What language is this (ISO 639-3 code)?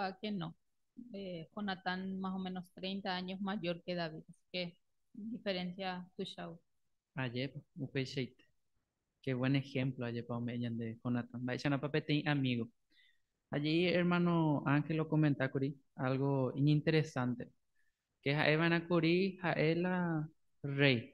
grn